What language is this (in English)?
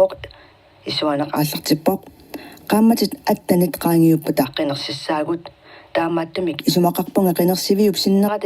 Kalaallisut